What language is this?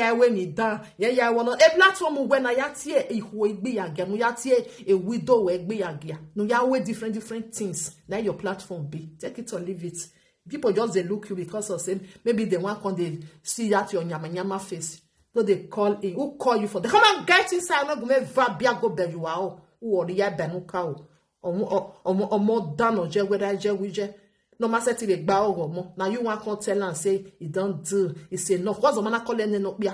Nigerian Pidgin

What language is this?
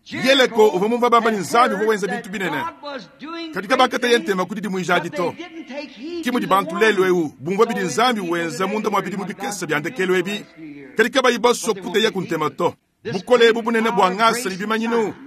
Luba-Lulua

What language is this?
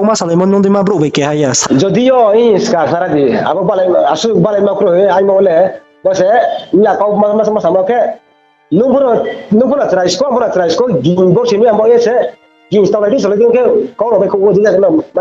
Riang (India)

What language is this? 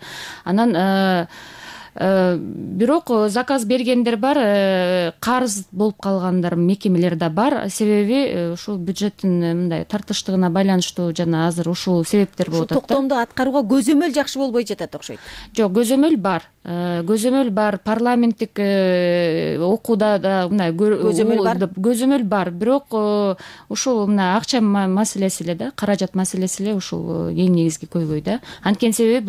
Kyrgyz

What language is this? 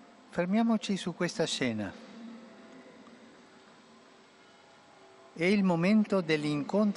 Italian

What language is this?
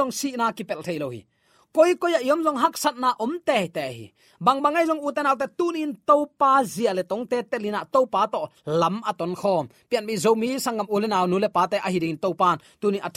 Tedim Chin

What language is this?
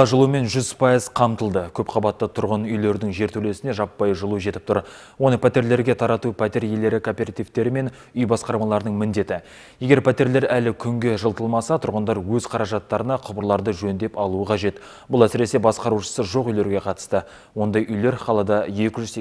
Kazakh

